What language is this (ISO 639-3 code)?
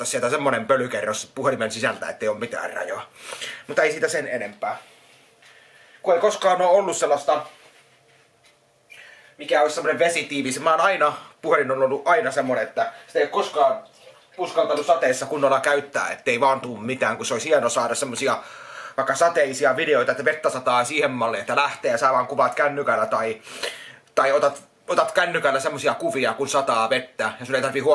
fin